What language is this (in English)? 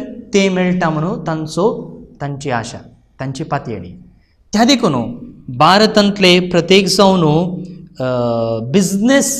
Konkani